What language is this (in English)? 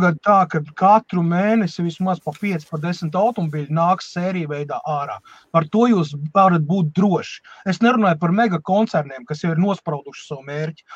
Latvian